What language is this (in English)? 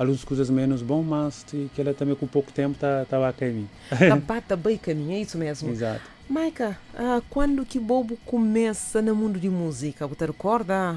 Kabuverdianu